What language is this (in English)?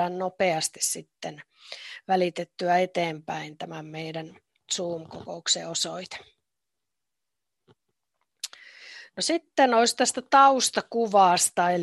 Finnish